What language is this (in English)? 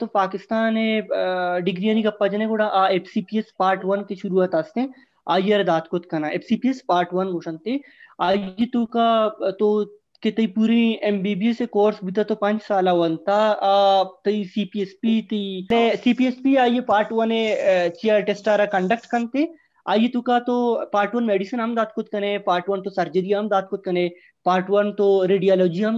Baluchi